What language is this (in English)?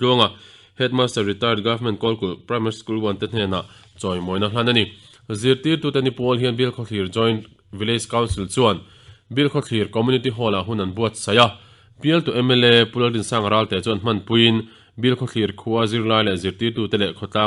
Mizo